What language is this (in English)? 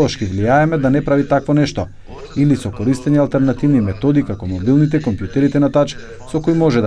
Macedonian